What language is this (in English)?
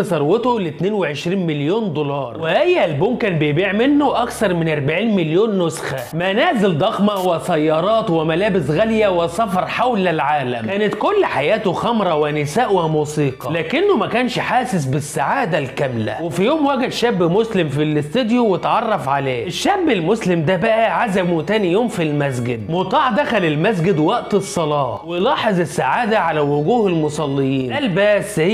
Egyptian Arabic